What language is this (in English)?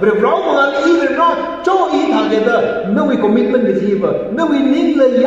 Tangkhul Naga (India)